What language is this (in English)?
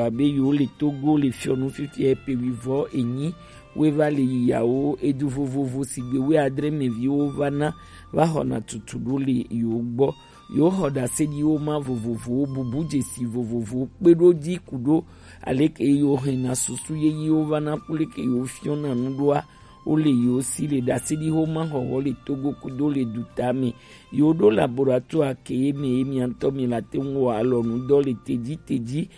Gen